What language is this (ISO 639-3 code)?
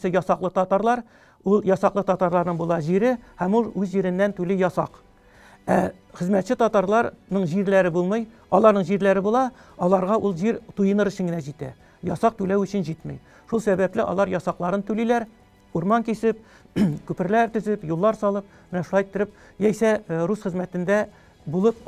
tat